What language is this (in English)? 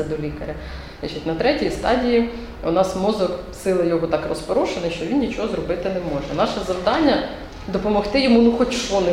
Ukrainian